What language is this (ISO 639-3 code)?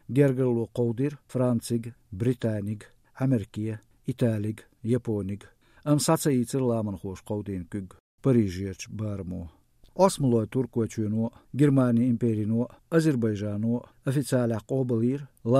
che